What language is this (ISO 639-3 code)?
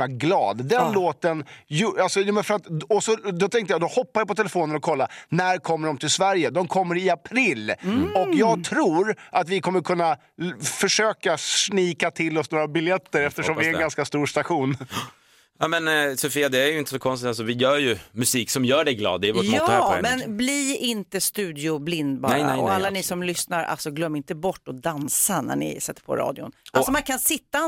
swe